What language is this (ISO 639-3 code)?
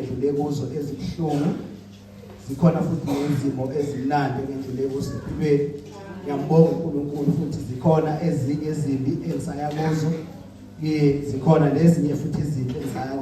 zul